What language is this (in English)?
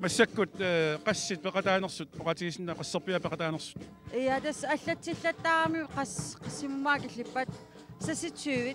Kalaallisut